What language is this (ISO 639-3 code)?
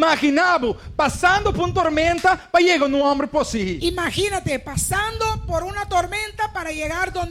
pap